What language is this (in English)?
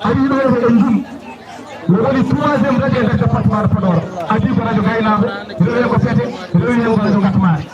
Fula